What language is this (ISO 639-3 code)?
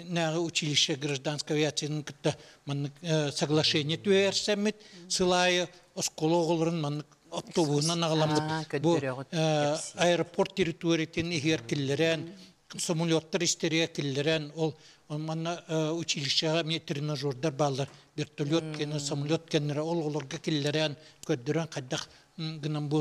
sah